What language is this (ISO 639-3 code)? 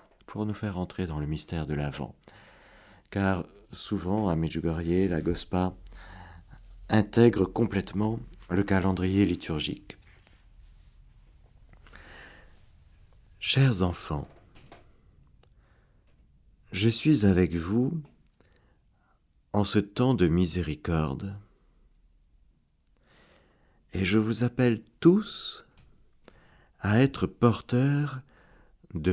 fra